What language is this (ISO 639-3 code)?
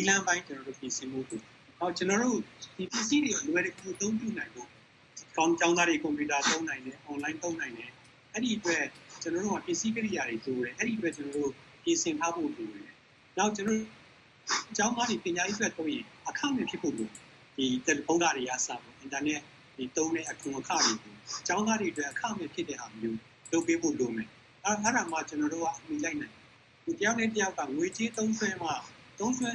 mya